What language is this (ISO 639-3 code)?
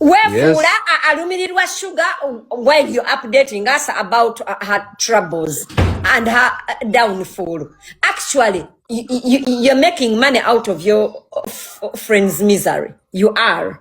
lug